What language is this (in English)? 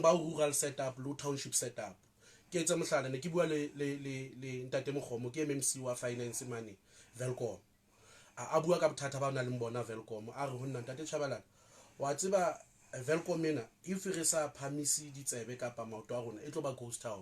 Southern Sotho